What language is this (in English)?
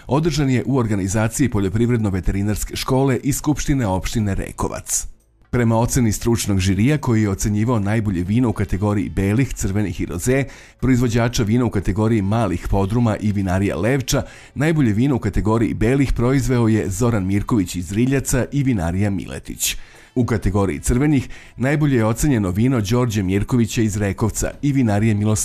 Serbian